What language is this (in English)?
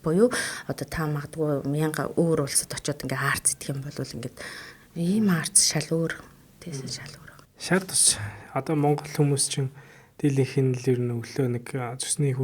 Mongolian